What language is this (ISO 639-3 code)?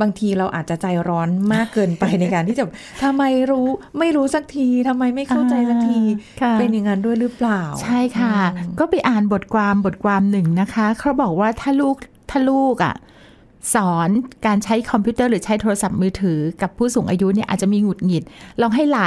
tha